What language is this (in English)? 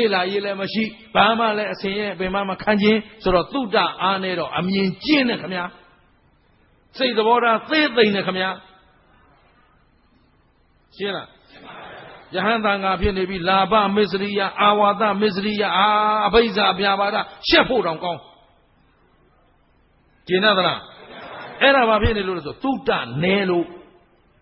Burmese